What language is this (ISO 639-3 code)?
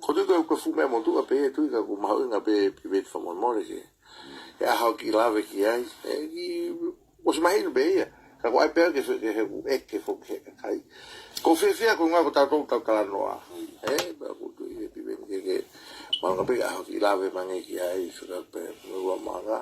ton